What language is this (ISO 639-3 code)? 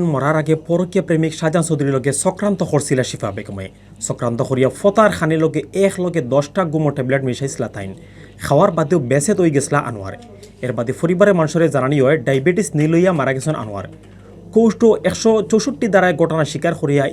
syl